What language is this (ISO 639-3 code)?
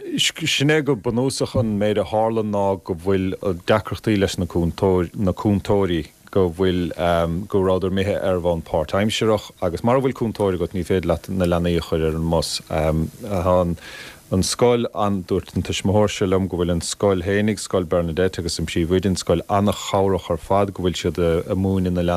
gle